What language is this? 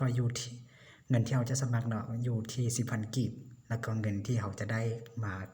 Lao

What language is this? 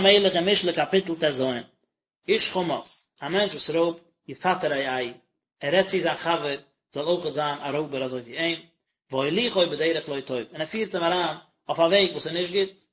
Yiddish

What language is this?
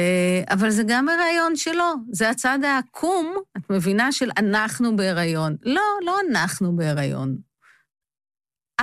Hebrew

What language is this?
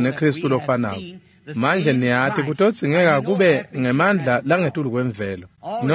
Swati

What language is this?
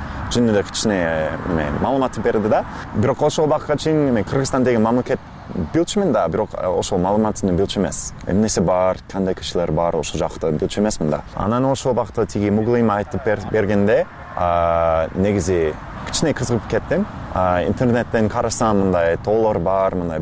Kyrgyz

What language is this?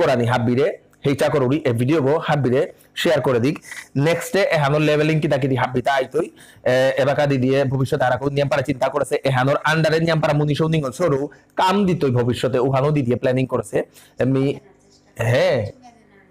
Bishnupriya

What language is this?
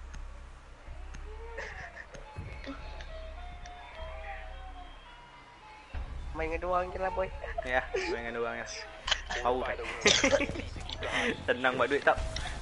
Malay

